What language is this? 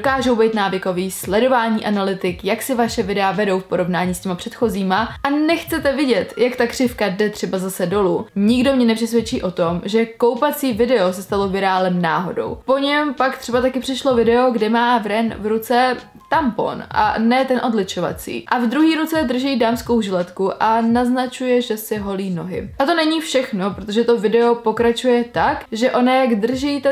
Czech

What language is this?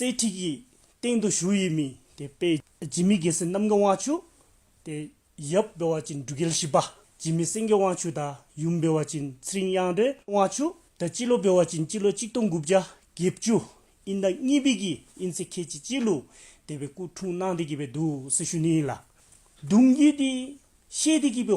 Dzongkha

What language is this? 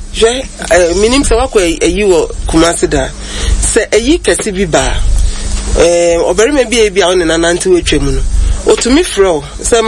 Akan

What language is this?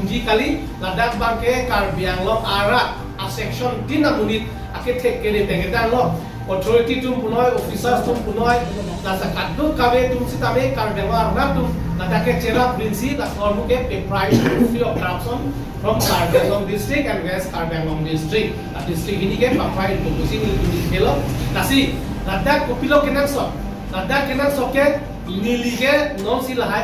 Karbi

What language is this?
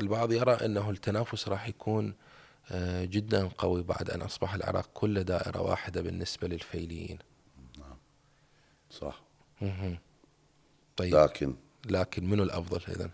Mesopotamian Arabic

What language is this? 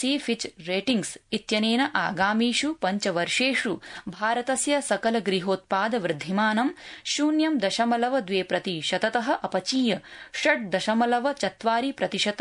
Sanskrit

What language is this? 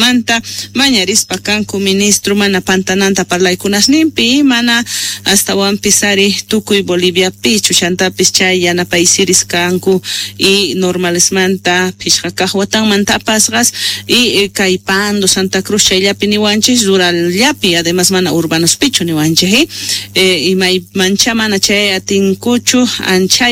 South Bolivian Quechua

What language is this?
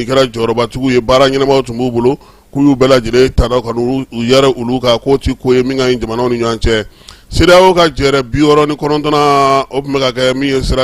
Bambara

